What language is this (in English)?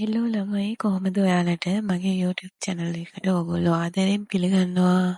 Sinhala